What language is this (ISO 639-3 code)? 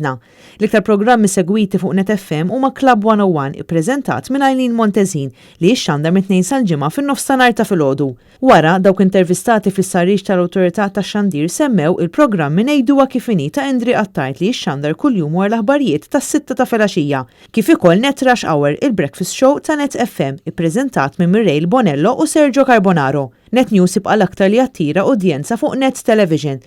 mlt